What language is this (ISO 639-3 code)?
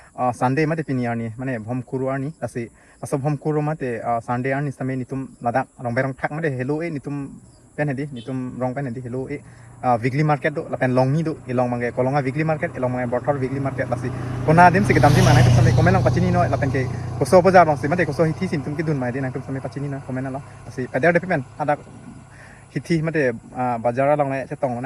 mjw